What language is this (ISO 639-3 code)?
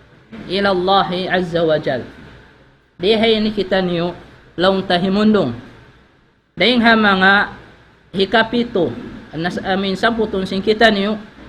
tsg